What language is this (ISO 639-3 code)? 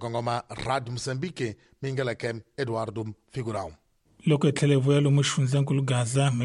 tso